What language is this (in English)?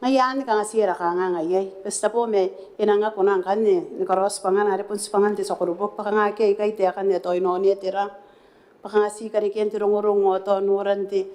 Gilbertese